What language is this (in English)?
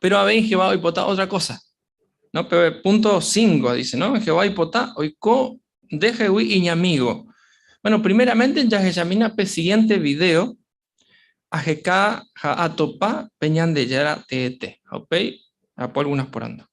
Guarani